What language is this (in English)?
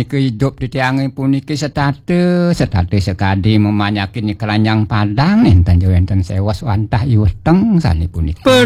Balinese